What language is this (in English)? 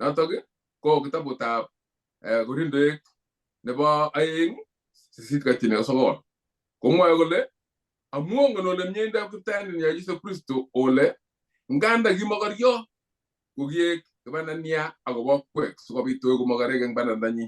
Kalenjin